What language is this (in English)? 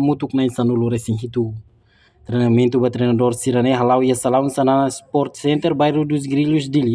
Tetum